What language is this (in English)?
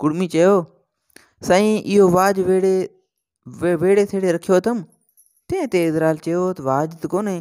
Sindhi